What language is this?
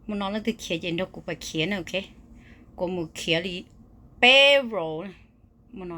Hmong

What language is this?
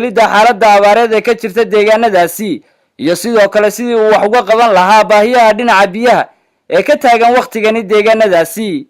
Somali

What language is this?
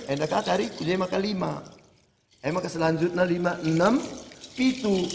Batak Karo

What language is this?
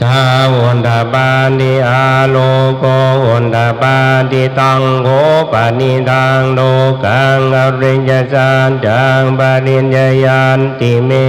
Pali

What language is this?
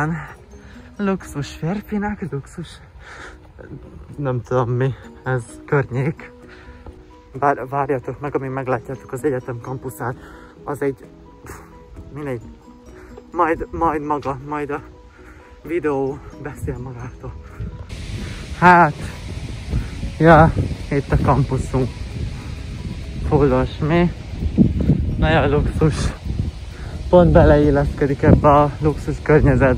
Hungarian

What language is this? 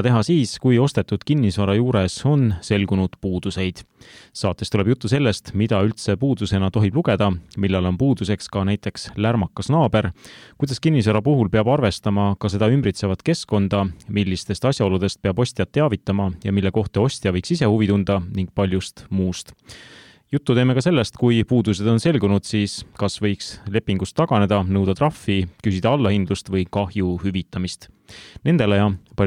Estonian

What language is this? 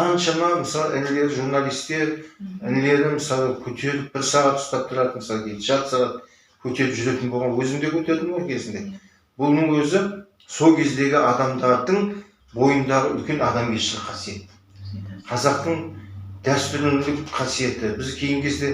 Kazakh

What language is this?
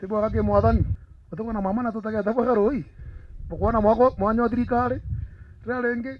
Meru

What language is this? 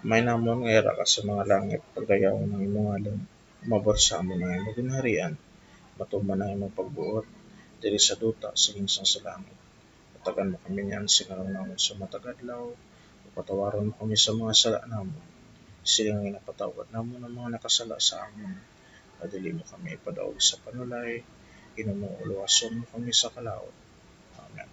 Hiligaynon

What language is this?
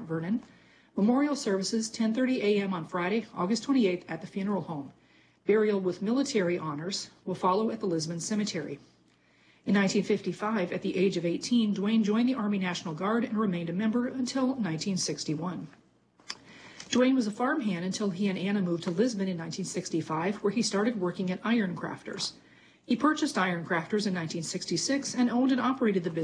English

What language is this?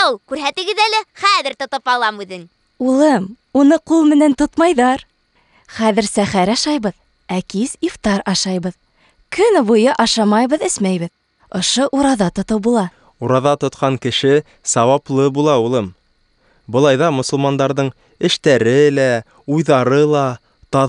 Bashkir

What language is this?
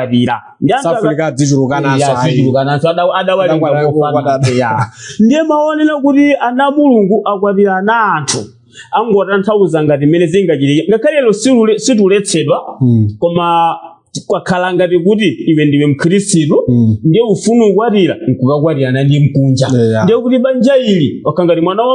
Nyanja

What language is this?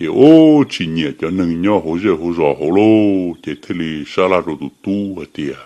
Hmong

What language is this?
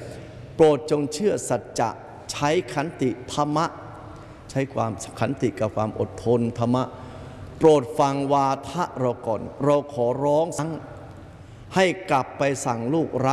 Thai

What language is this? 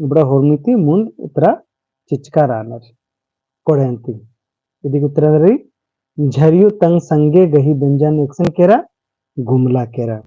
Kurukh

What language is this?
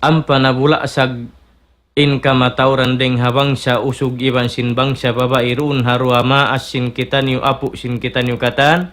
Tausug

